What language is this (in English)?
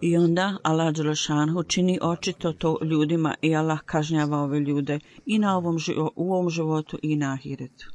Bosnian